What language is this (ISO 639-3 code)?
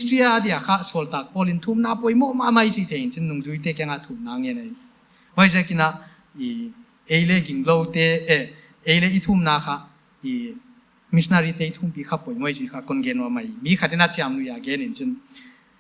pck